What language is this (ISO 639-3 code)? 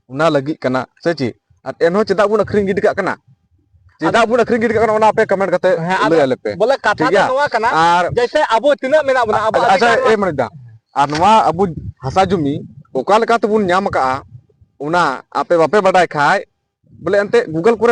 sat